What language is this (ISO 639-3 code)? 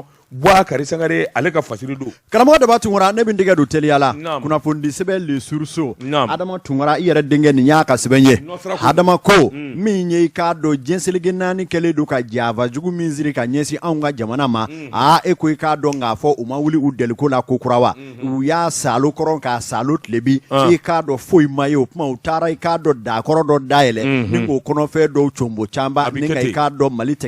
bam